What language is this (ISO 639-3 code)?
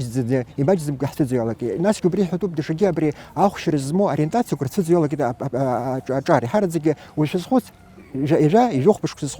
abk